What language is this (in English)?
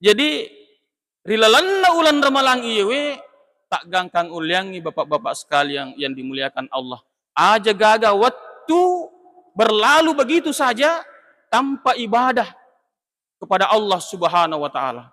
Buginese